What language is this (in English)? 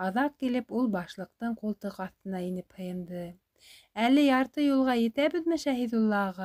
Bashkir